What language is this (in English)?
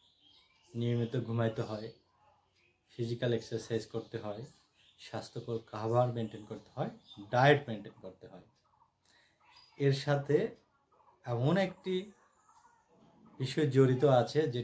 Bangla